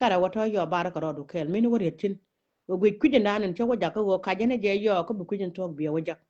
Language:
Nuer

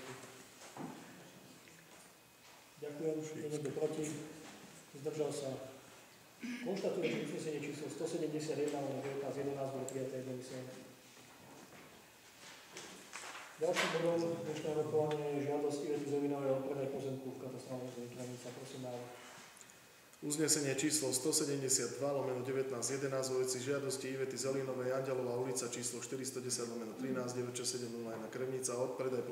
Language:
Slovak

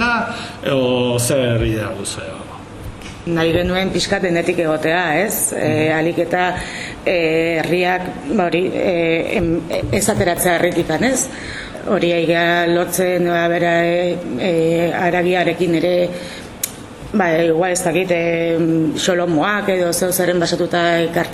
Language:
Basque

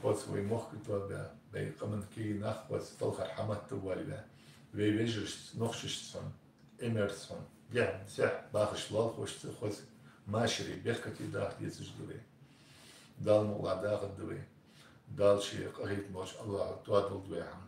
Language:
Ingush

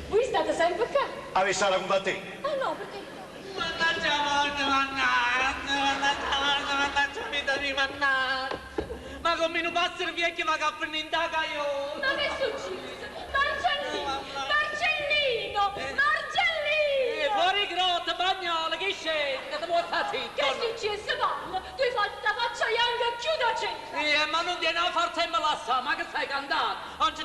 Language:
Neapolitan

